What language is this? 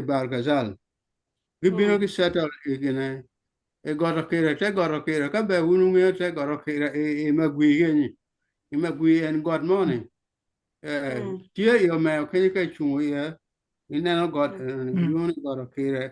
Acoli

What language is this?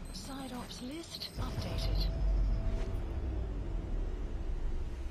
French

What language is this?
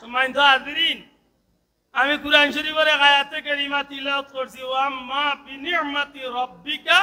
Sylheti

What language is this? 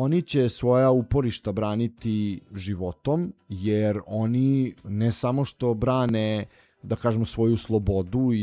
Serbian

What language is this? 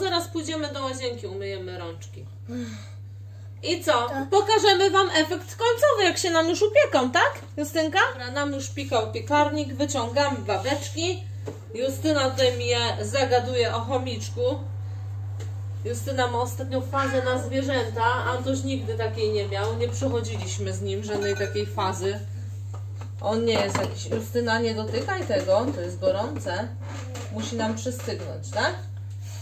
Polish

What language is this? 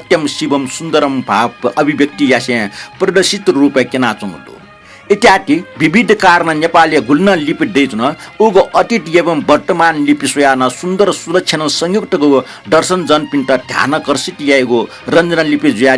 Newari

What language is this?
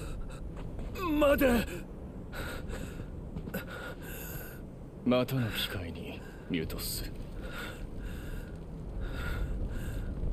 Japanese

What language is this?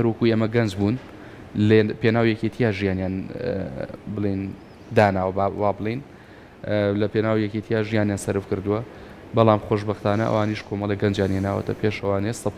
Central Kurdish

